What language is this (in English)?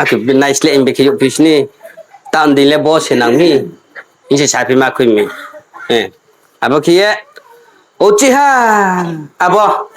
Riang (India)